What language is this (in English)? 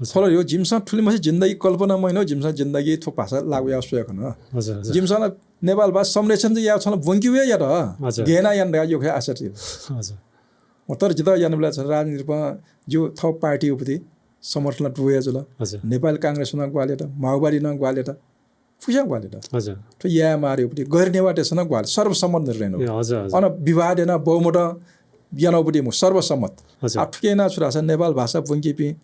Newari